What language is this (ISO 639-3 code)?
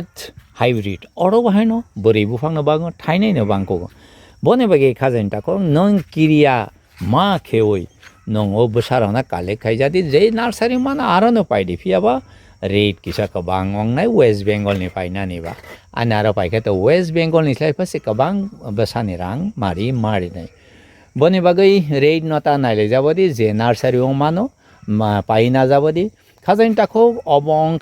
trp